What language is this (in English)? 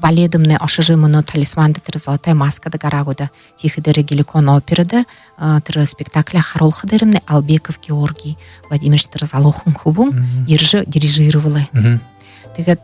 Buriat